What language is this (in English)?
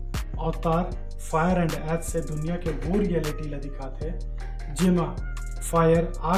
Chhattisgarhi